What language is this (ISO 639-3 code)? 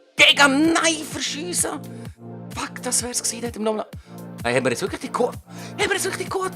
gsw